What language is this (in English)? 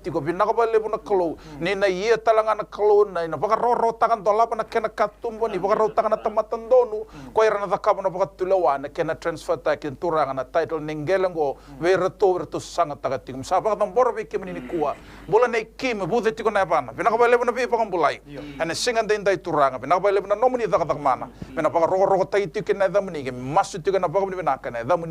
Fijian